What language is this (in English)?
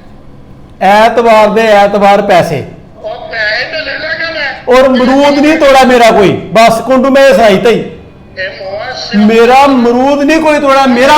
Dogri